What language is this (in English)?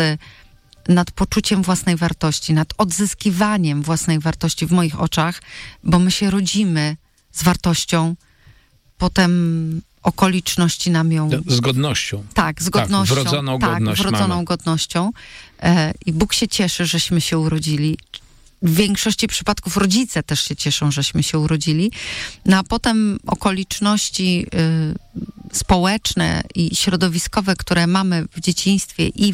Polish